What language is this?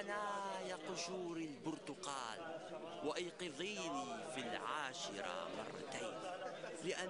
North Levantine Arabic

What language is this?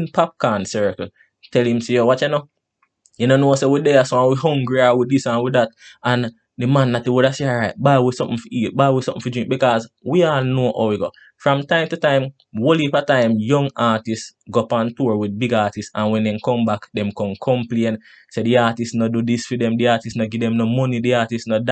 Jamaican Creole English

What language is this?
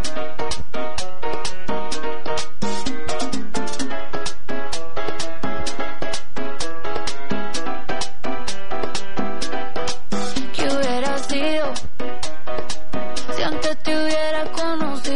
Spanish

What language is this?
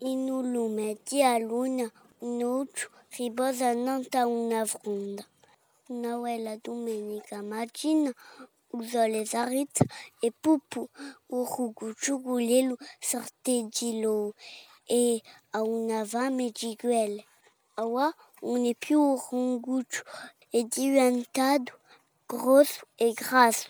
Galician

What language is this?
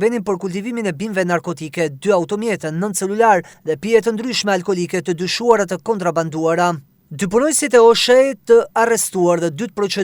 Albanian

